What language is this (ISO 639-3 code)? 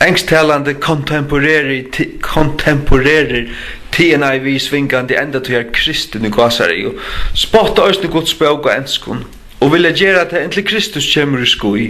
fao